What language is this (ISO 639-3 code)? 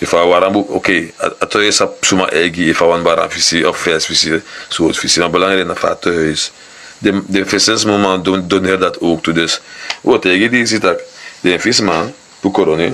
srn